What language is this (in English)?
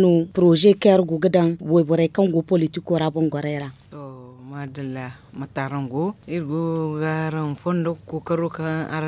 Zarma